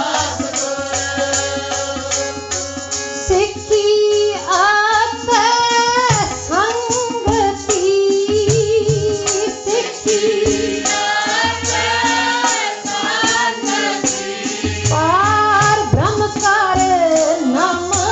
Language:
Punjabi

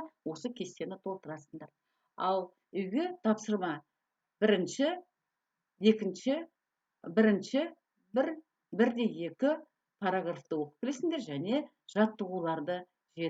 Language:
Kazakh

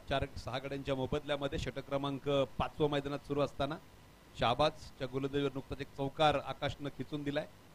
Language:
Marathi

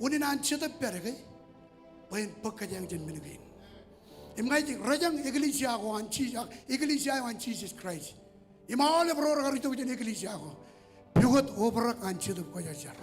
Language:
Marshallese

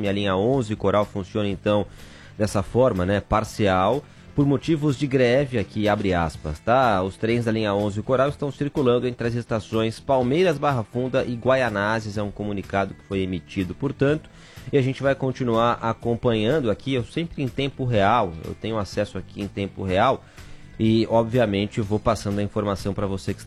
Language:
Portuguese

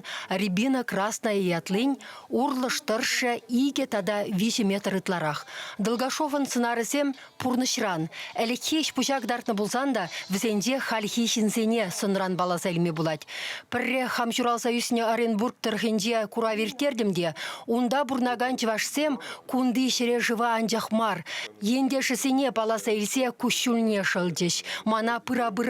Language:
Chuvash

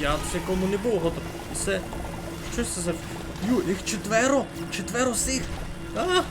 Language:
Rusyn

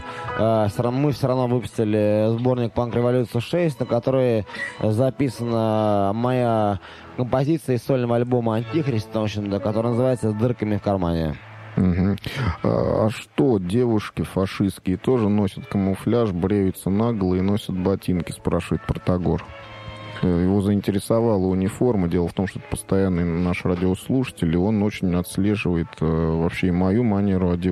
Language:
Russian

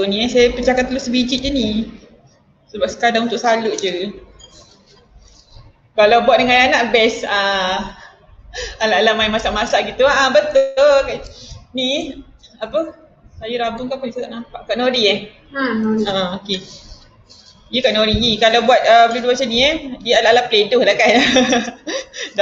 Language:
Malay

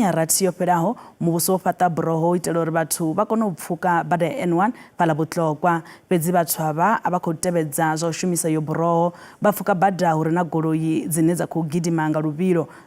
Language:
Venda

